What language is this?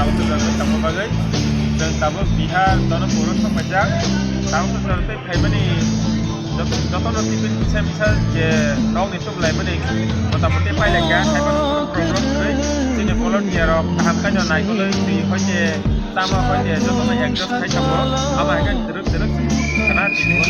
Kok Borok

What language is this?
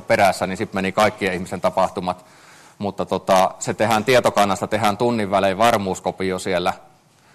Finnish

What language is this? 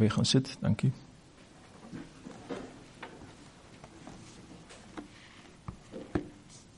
Afrikaans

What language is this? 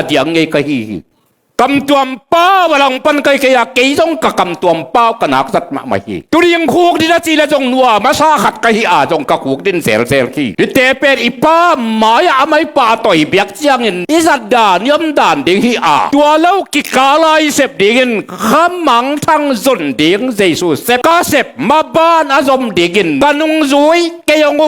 Tedim Chin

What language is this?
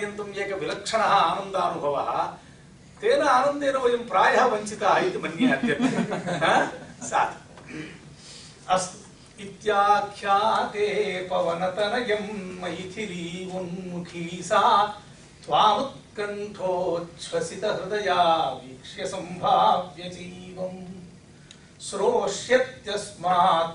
Sanskrit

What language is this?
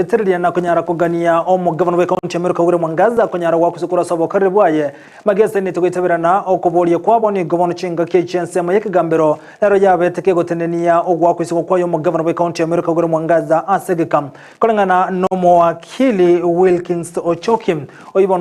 Gusii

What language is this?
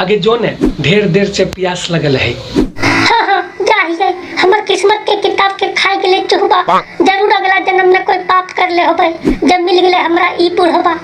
Magahi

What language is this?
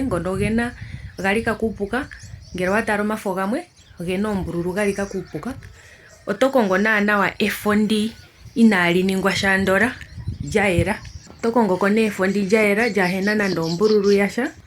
Ndonga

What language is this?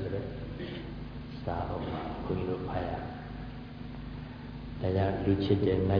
Burmese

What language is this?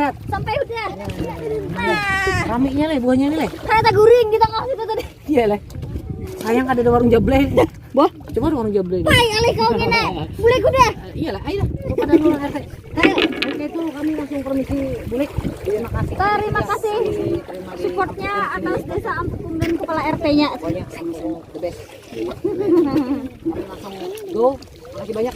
Banjar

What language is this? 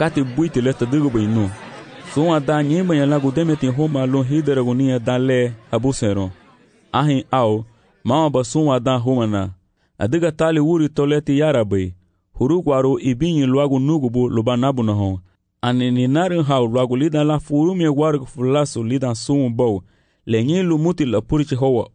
Garifuna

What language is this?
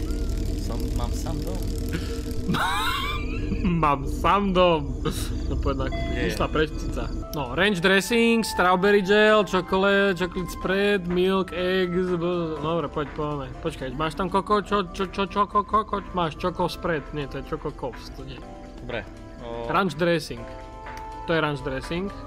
Slovak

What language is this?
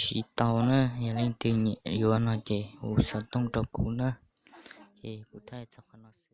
Hmong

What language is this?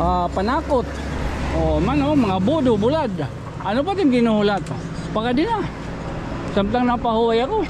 Waray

